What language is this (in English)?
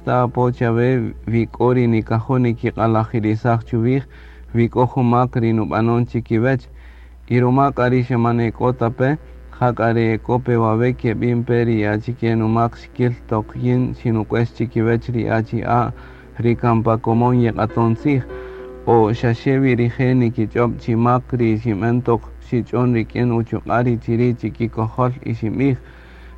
Kaqchikel